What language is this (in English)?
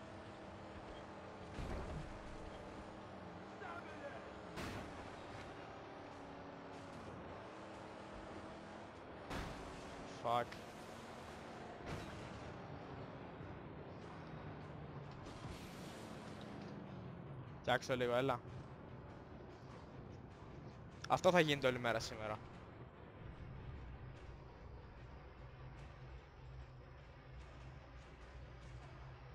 Greek